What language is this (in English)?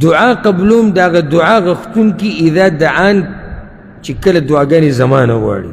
Pashto